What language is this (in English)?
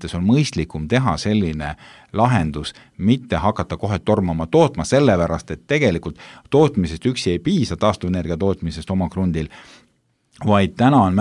Estonian